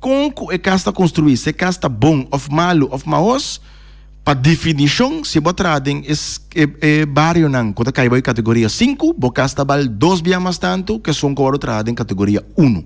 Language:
Papiamento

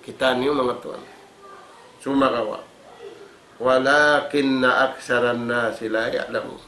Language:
Tausug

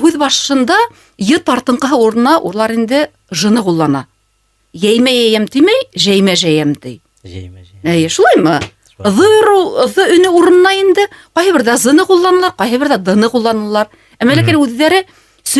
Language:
Bashkir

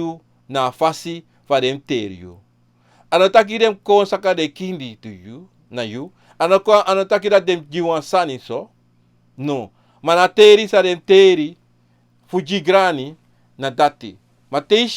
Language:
Sranan Tongo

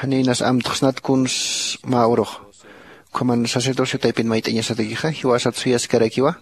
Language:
Aymara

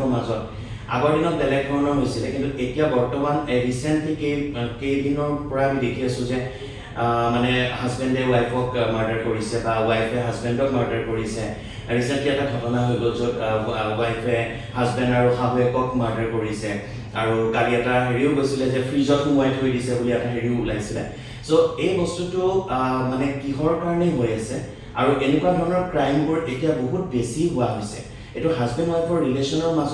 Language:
Assamese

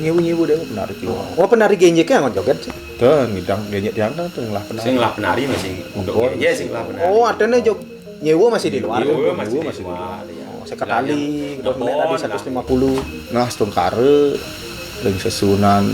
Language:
Balinese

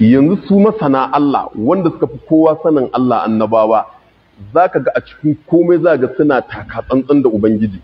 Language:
Hausa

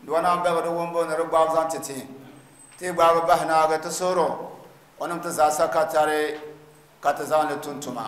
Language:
Dagbani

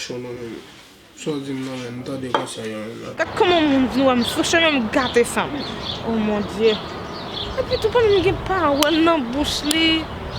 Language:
Haitian Creole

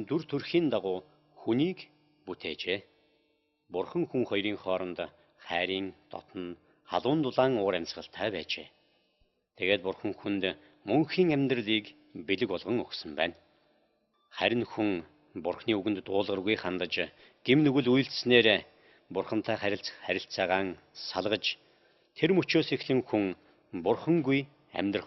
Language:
Mongolian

